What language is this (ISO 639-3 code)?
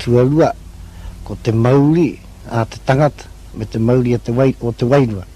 mri